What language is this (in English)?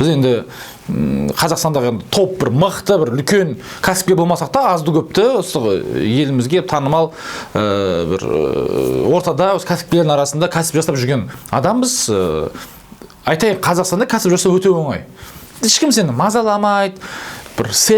Kazakh